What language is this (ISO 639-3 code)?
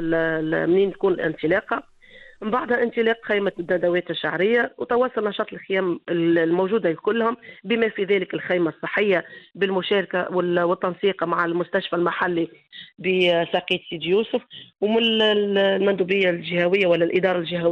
aeb